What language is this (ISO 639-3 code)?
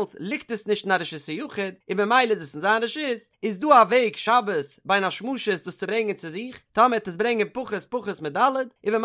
yid